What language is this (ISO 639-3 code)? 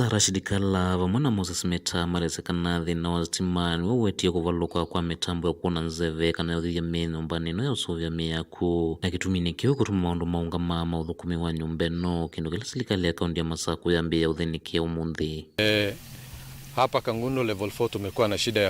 kam